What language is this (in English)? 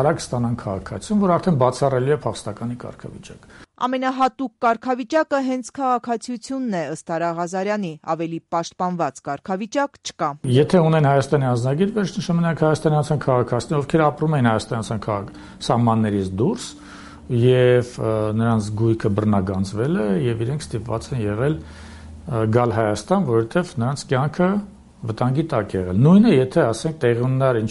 Armenian